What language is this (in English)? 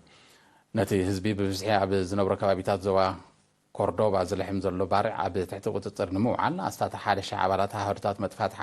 Tigrinya